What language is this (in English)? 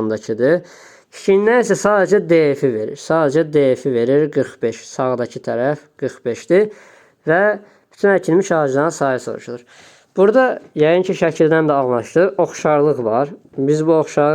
Azerbaijani